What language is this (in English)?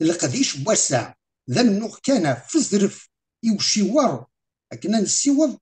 Kabyle